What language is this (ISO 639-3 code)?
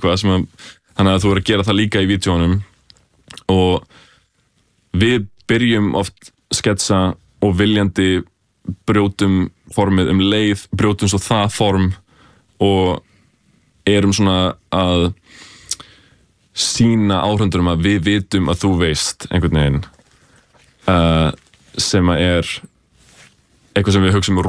isl